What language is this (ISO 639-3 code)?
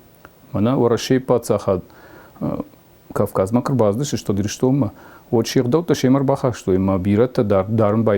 oss